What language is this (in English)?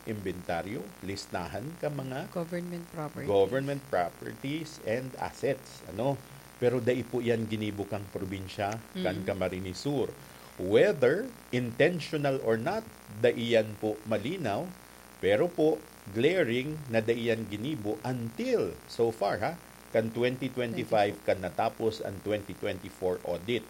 Bikol